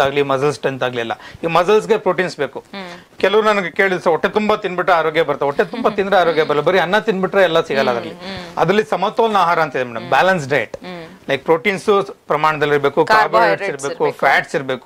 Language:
Kannada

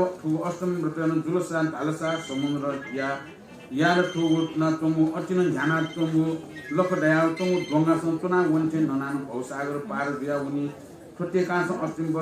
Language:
Newari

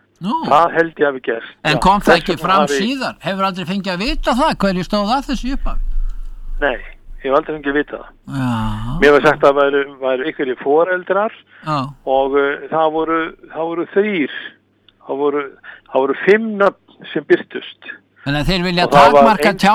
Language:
Icelandic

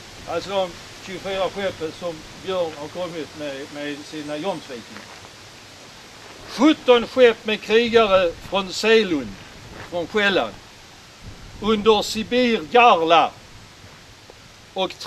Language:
Swedish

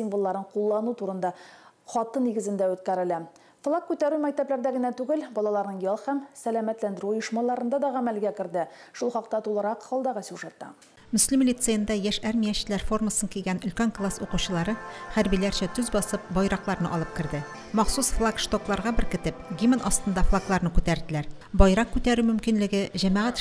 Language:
Tatar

